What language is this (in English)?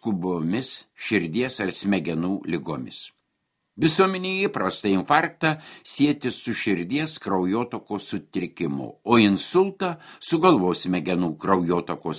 Lithuanian